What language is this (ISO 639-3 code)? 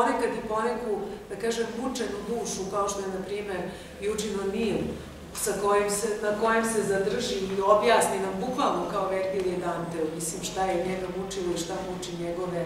srp